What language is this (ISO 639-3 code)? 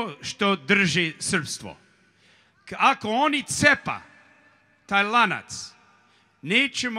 srp